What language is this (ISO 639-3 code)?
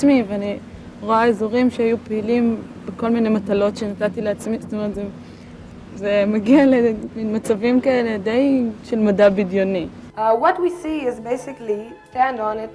heb